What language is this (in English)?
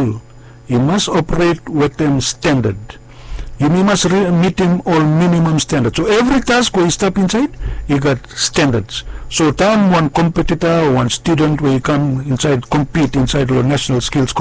Bislama